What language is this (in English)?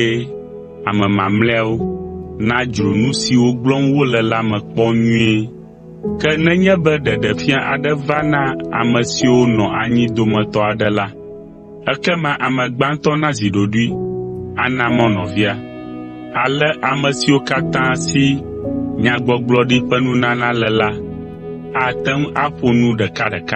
Ewe